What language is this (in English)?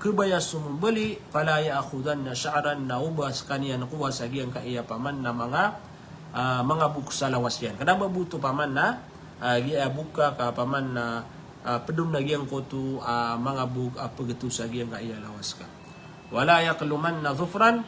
Maranao